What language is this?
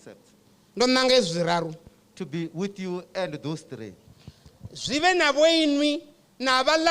Venda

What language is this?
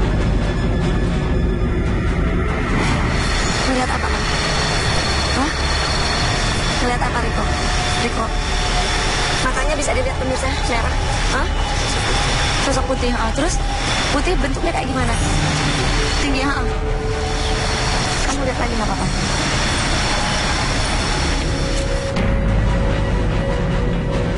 Indonesian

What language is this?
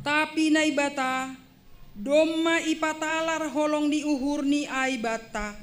Batak Simalungun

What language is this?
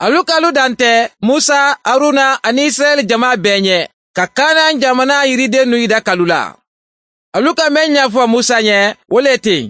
Mandingo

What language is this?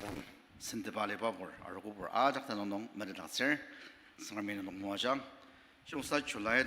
Ao Naga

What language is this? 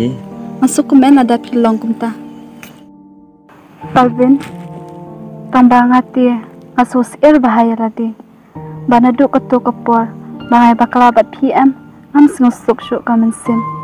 Khasi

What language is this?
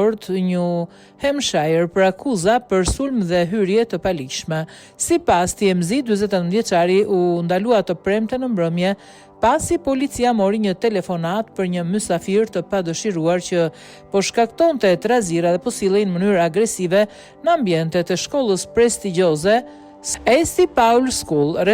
Albanian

